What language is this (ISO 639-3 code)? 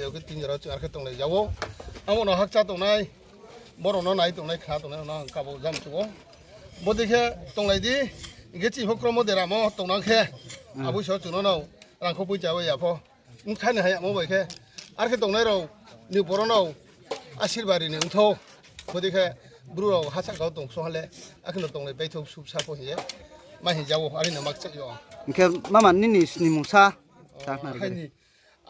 ria